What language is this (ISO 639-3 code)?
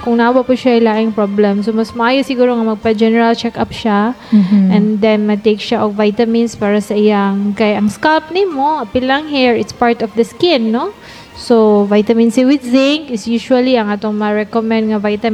ceb